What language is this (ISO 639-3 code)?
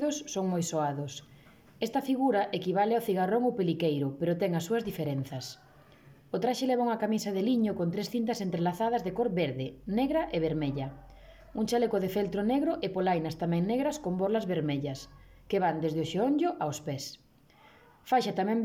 glg